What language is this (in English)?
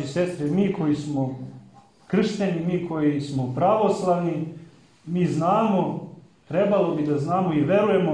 Serbian